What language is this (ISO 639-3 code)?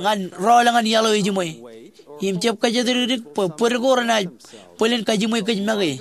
mah